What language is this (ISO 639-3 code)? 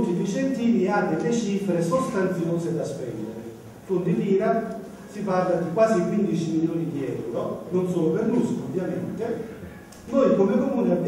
ita